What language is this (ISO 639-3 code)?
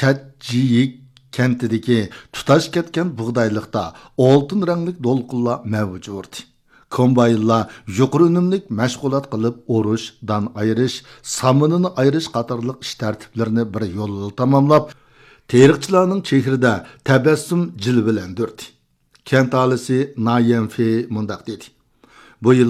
uig